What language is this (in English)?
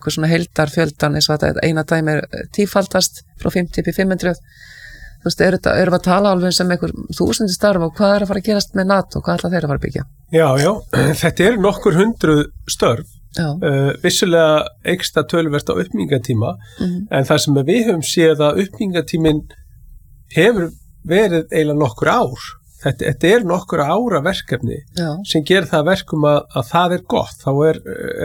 Icelandic